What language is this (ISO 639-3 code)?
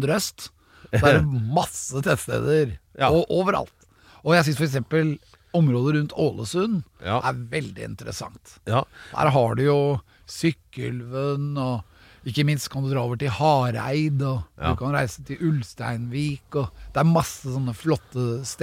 nor